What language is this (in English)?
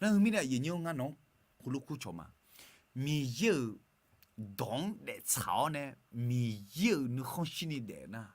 Akha